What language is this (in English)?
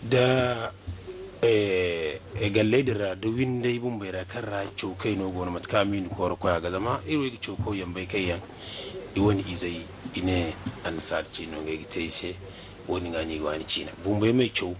Zarma